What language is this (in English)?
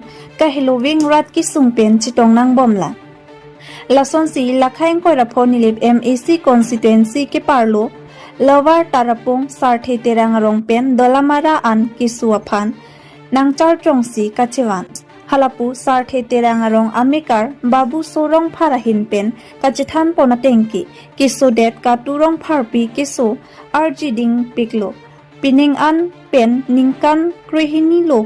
Karbi